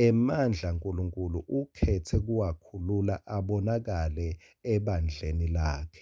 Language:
Swati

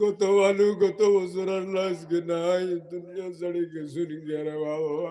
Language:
Sylheti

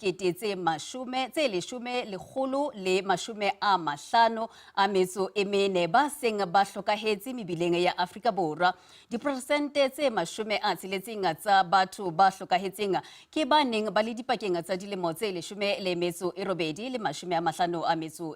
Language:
Southern Sotho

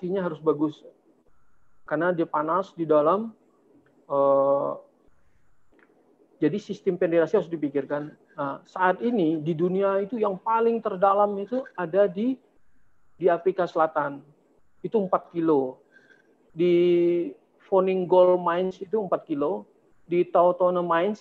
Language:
Indonesian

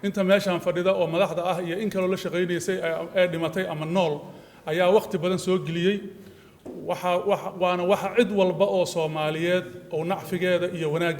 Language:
Somali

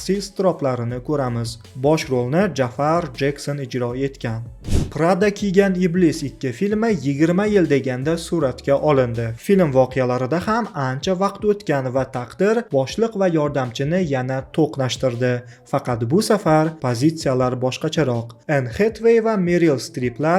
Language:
Uzbek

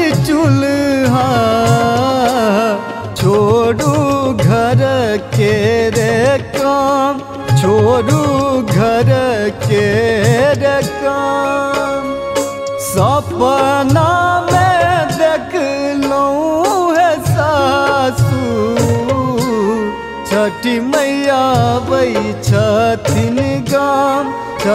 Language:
Maithili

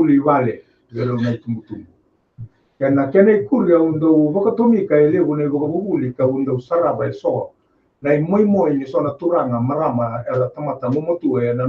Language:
Fijian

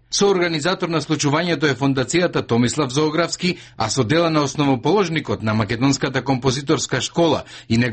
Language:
Macedonian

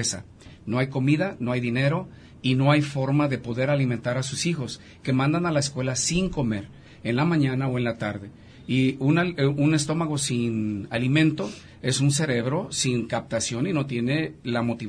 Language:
Spanish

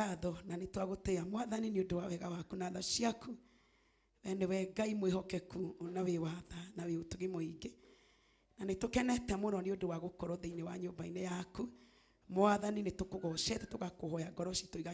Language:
Kikuyu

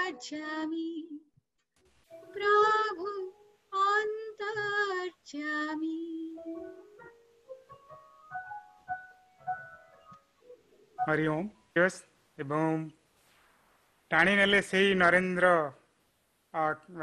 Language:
Odia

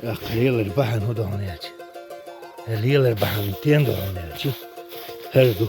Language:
Chechen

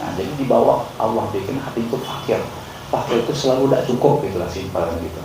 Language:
Banjar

